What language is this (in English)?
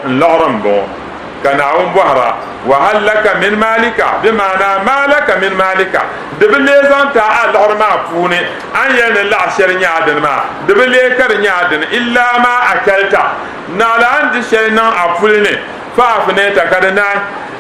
Dagbani